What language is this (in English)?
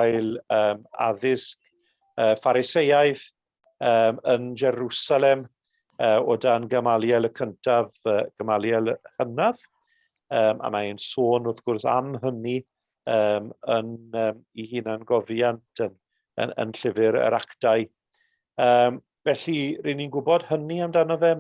Welsh